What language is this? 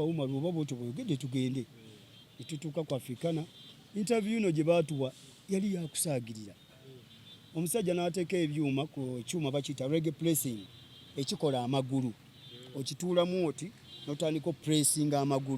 Ganda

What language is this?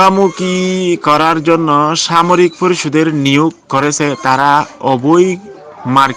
Rohingya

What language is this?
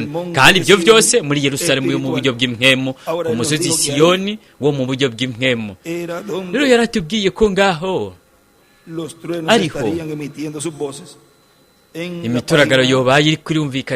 Rundi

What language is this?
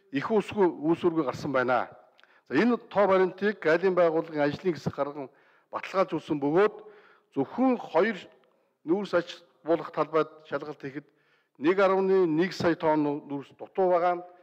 Mongolian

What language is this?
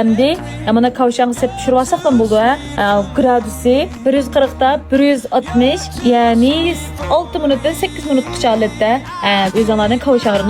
Uyghur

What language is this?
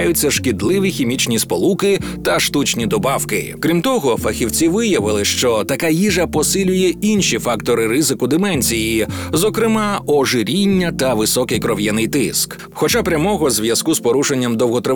Ukrainian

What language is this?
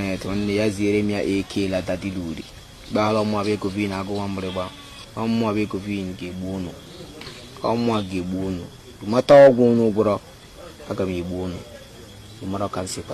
Igbo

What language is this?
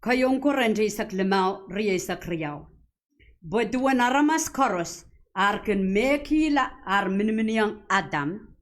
Pohnpeian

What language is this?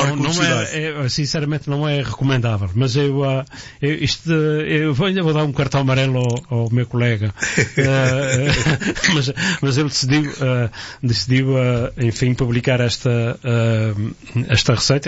Portuguese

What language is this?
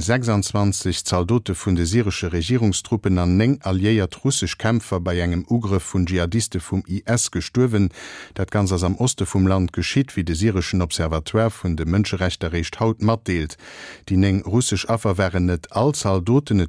Luxembourgish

